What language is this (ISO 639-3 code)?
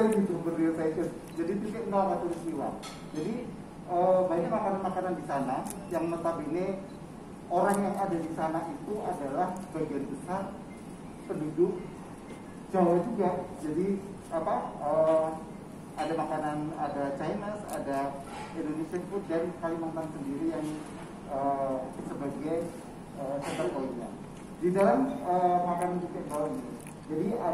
ind